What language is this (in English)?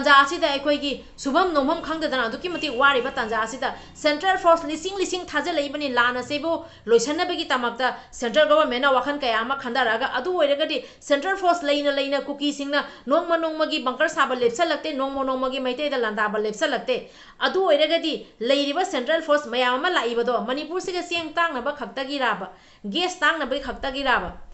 Manipuri